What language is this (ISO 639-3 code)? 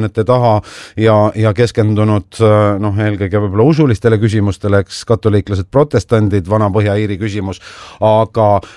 est